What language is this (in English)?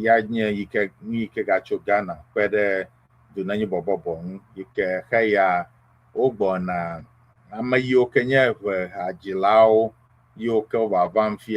Ewe